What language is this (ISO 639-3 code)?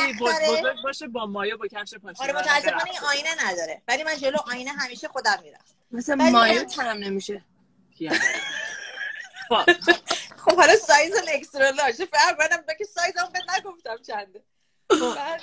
fas